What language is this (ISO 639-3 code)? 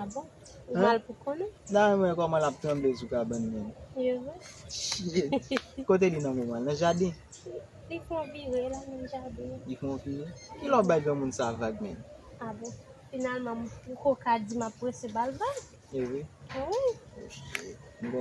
hat